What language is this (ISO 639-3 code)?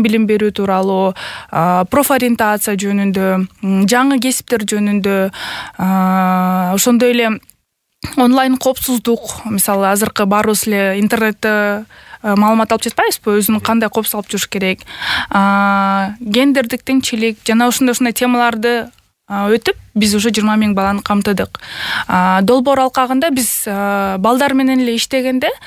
kir